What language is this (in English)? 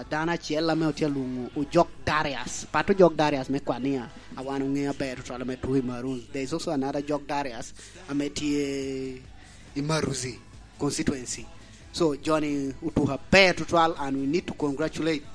Lango (Uganda)